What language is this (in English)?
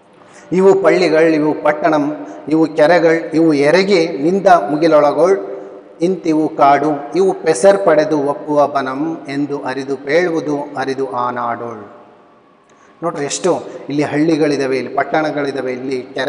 Kannada